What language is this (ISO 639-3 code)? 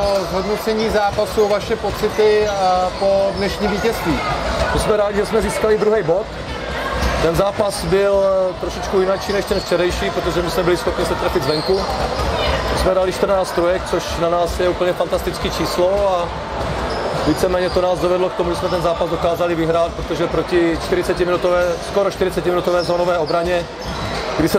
ces